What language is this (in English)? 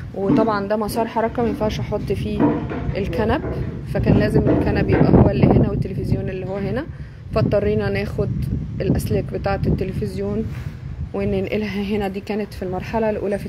Egyptian Arabic